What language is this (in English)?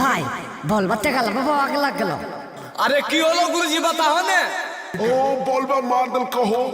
Magahi